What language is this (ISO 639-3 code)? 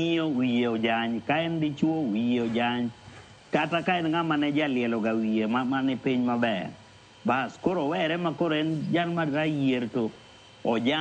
luo